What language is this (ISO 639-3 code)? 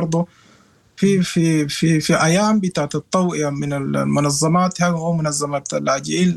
apd